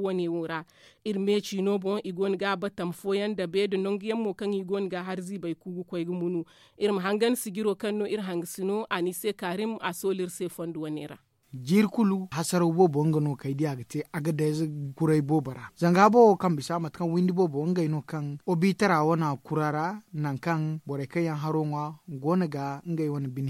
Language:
Zarma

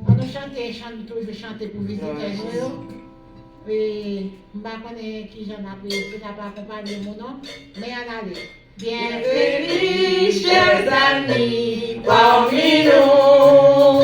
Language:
Haitian Creole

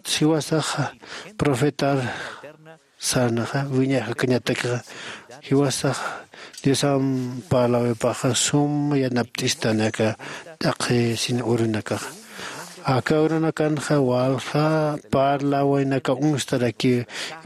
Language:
Aymara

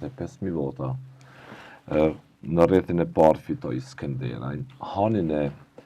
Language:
Albanian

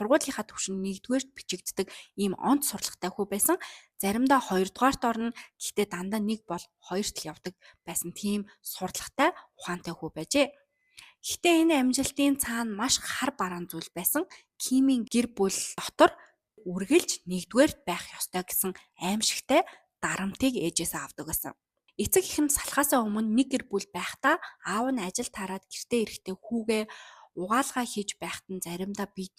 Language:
Mongolian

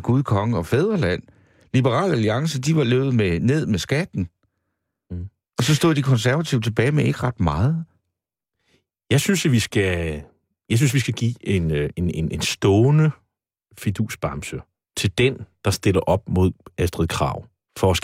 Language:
Danish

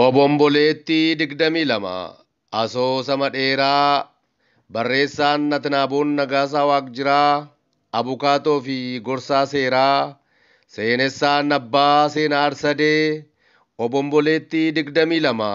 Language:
Oromo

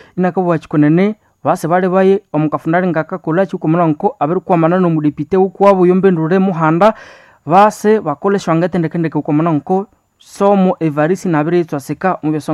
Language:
Nande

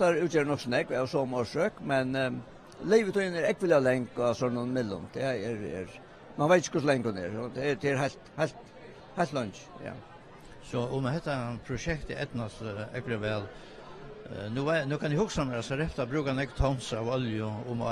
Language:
Faroese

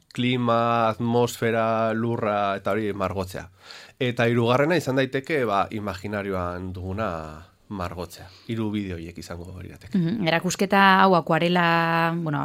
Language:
Basque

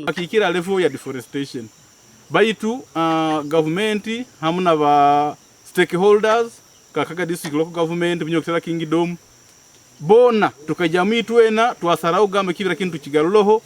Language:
Nyankole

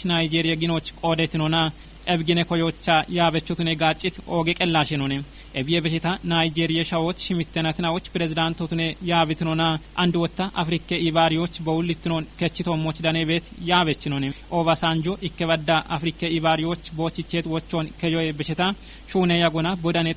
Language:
Kafa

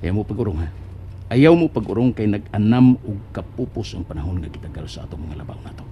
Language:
Cebuano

